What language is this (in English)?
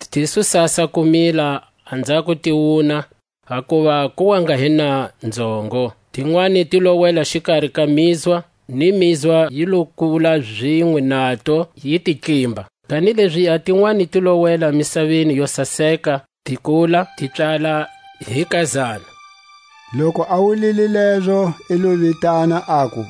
Tswa